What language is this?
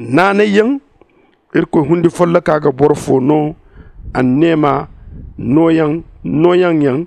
Zarma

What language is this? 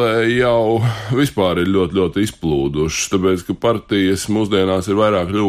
Latvian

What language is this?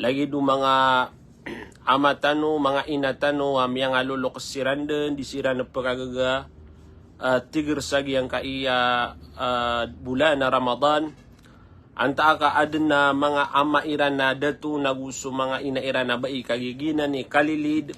Maranao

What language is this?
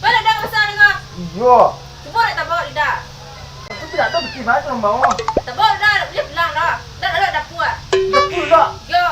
Minangkabau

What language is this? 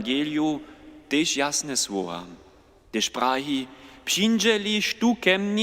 Upper Sorbian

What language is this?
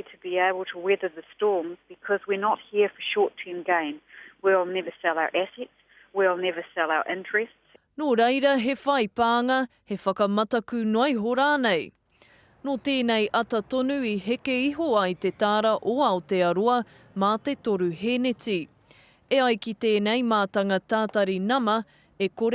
Māori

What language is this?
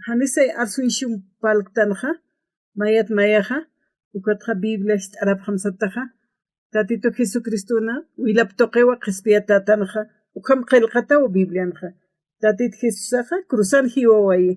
Aymara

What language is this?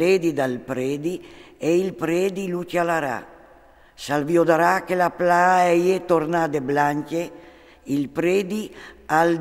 Friulian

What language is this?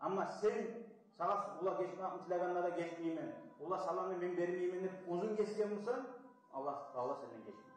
Kumyk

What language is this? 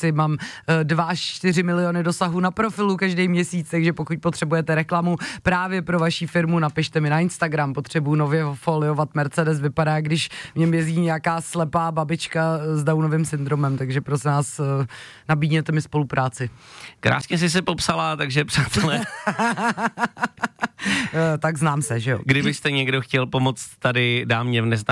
Czech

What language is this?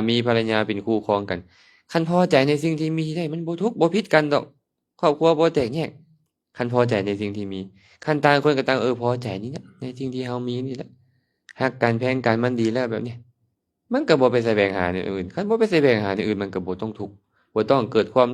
Lao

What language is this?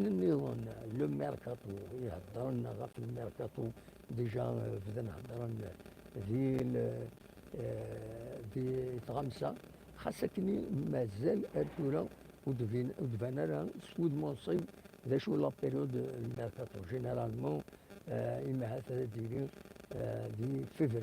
Kabyle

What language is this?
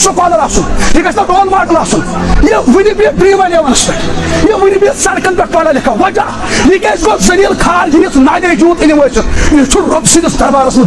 Kashmiri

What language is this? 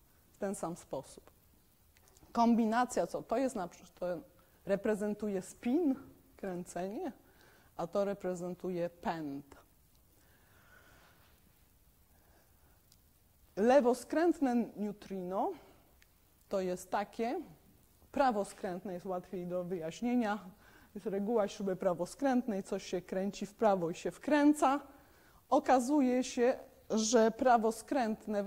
Polish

